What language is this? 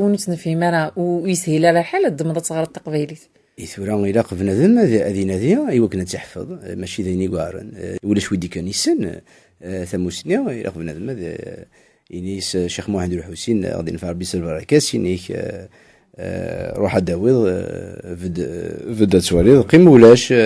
Kabyle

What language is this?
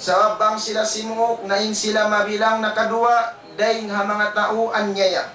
Tausug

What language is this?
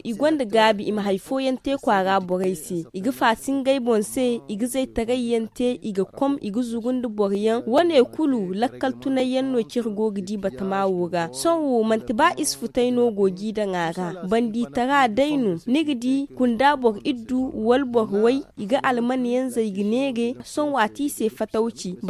Zarma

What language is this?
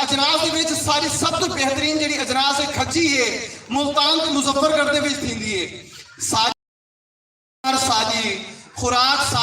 Saraiki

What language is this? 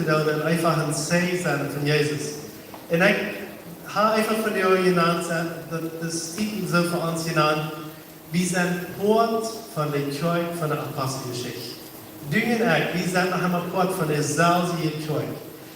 Plautdietsch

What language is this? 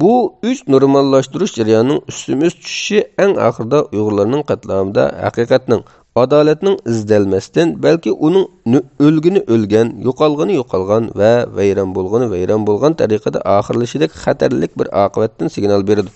Uyghur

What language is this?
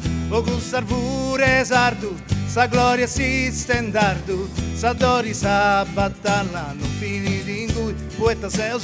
Sardinian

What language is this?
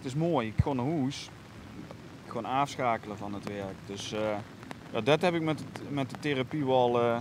Limburgish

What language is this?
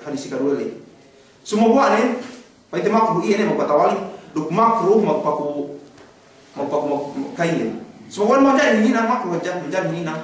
Yakan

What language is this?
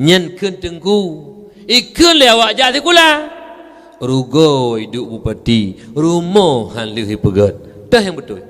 Achinese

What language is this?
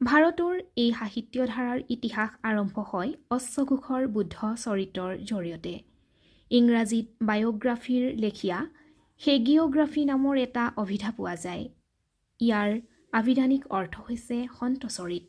Assamese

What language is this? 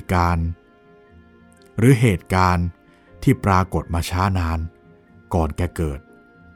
Thai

